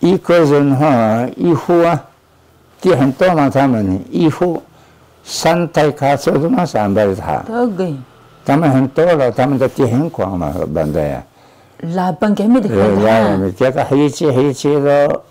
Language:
Taroko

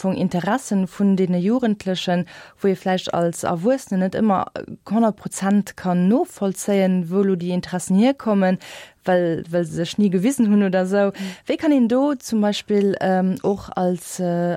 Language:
Luxembourgish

